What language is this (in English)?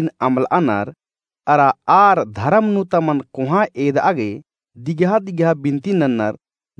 Kurukh